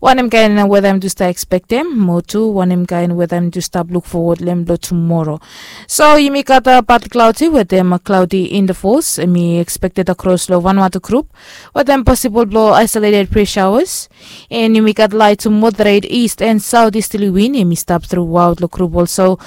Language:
Bislama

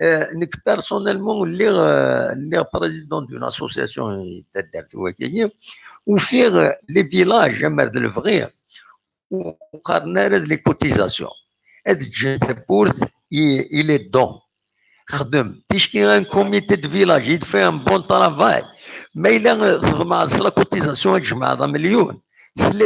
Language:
Kabyle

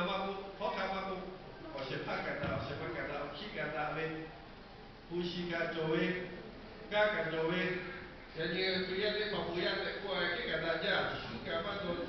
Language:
Lahu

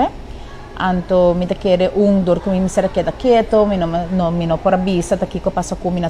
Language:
Papiamento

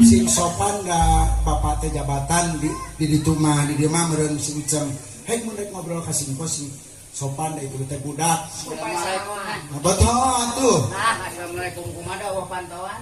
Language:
Sundanese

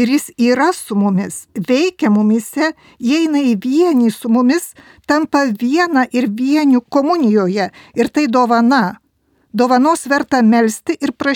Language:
Lithuanian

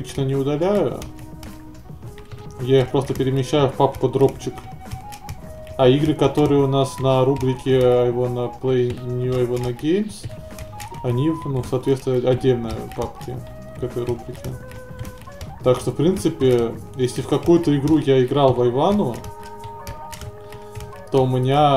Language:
Russian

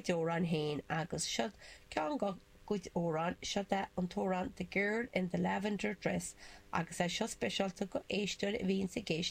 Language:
Irish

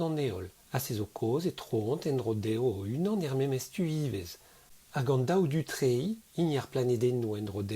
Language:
Breton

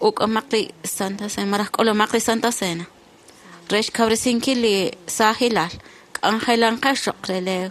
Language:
Kekchí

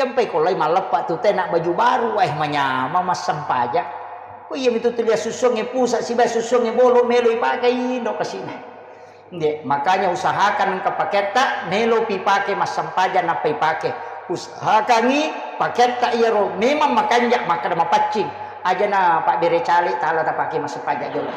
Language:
Buginese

